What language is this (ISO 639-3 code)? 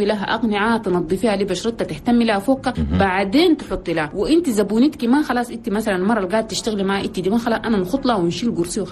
shu